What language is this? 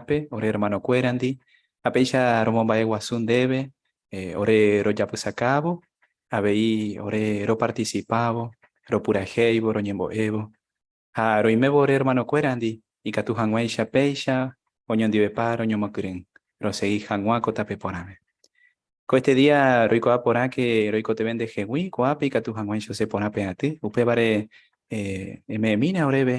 Guarani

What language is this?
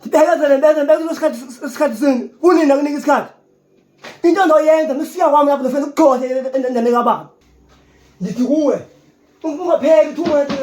Zulu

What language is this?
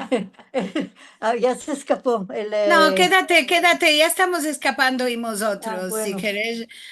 Ladino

